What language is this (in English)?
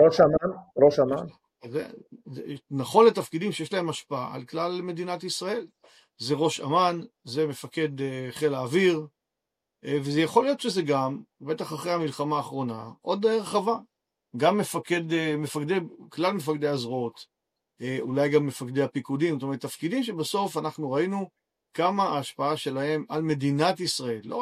Hebrew